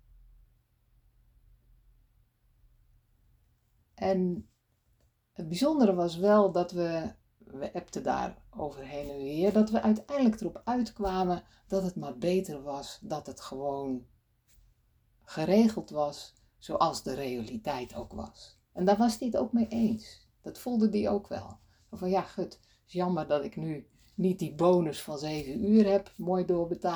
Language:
Dutch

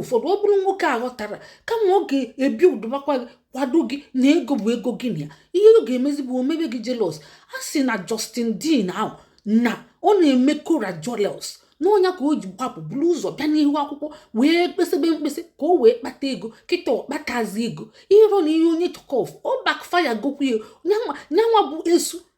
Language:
Igbo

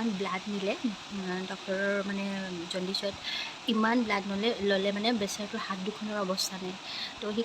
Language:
Assamese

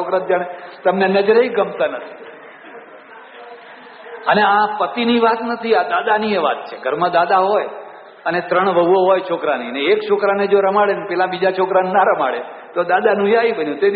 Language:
Gujarati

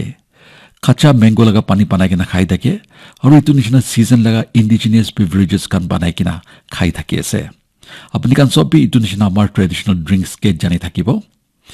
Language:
Naga Pidgin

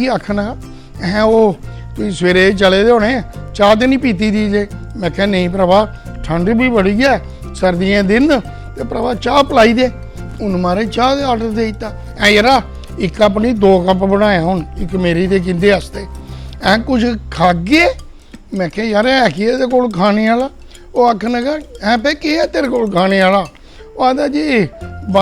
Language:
Dogri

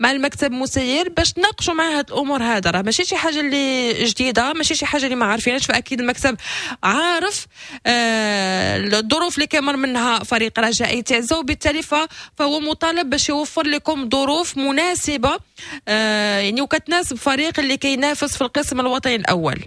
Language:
Moroccan Arabic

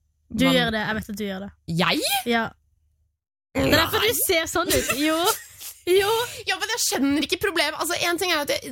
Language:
Norwegian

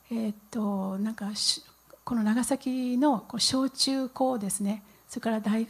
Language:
Japanese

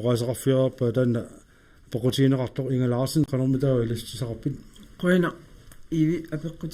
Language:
Kalaallisut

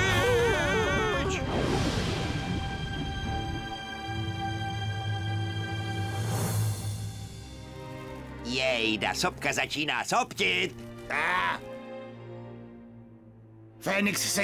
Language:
Czech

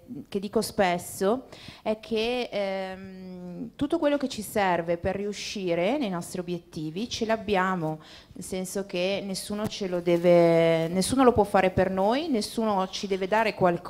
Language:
Italian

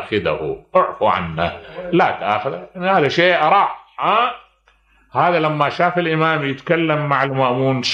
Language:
Mesopotamian Arabic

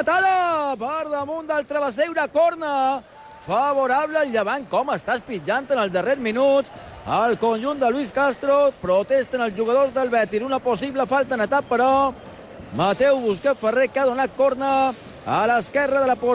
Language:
Catalan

